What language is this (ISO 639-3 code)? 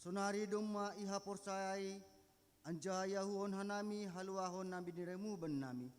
bts